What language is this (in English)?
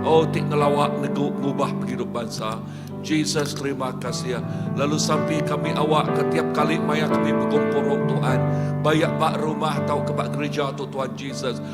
Iban